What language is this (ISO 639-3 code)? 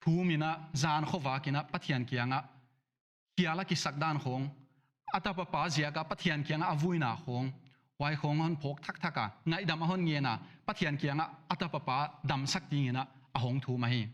pck